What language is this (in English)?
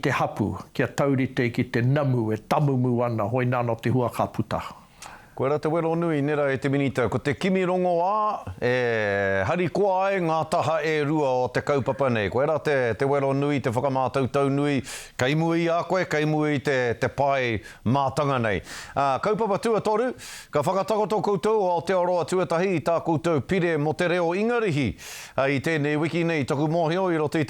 Māori